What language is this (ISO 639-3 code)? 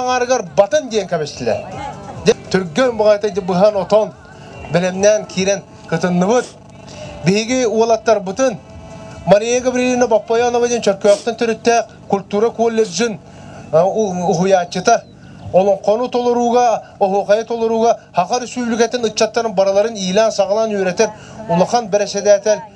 sah